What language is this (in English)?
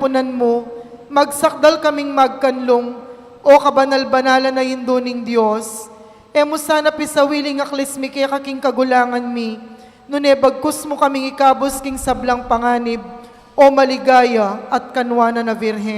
Pampanga